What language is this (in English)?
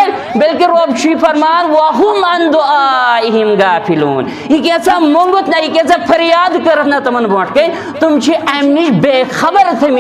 Kashmiri